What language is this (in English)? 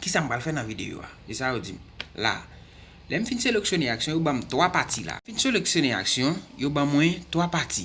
Haitian Creole